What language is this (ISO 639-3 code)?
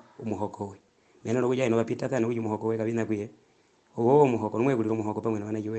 her